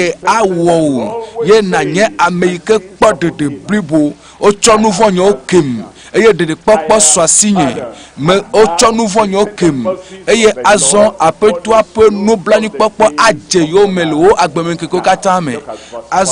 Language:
Ewe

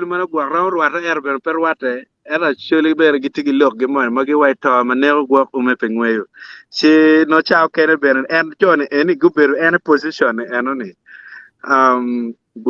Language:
Acoli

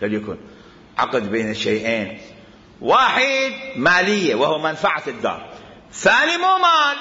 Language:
Mesopotamian Arabic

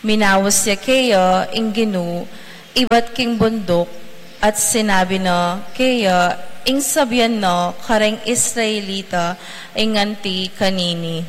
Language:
Pampanga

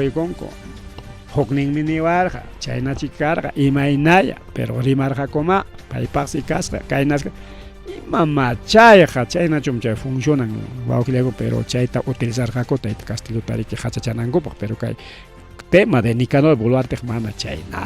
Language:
Ayacucho Quechua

